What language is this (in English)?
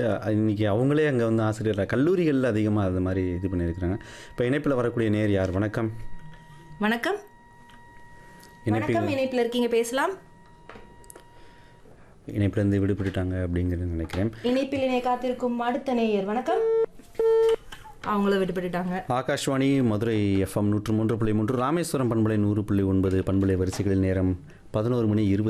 Tamil